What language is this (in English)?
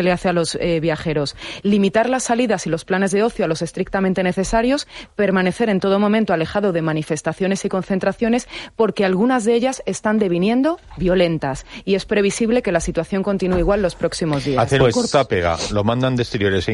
Spanish